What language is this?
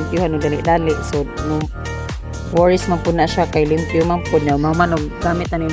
Cebuano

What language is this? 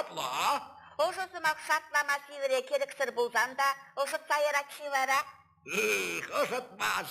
Chuvash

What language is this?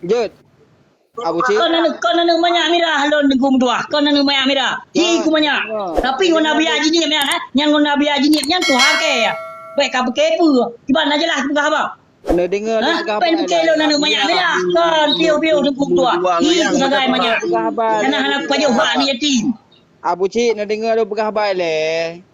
Achinese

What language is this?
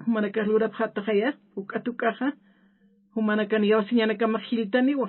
Aymara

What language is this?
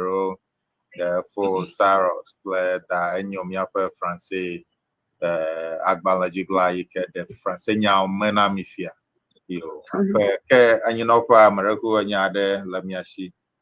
Ewe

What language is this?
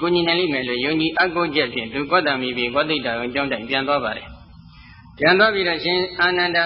Burmese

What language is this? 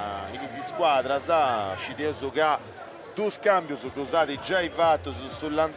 Sardinian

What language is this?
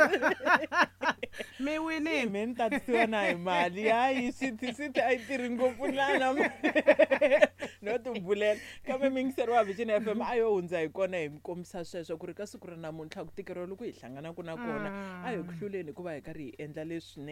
Tsonga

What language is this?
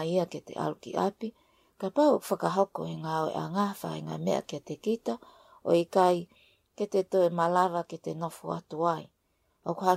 Tongan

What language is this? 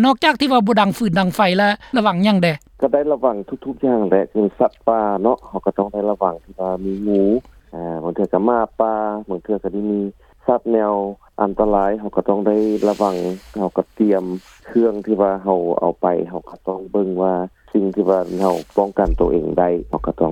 Lao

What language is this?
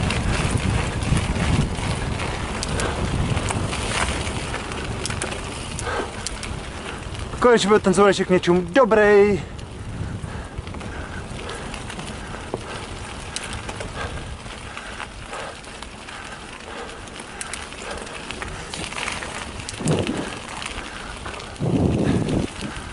Czech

